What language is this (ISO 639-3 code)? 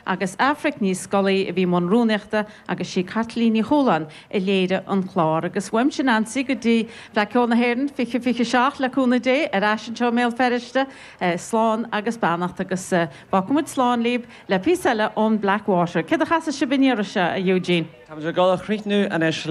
gle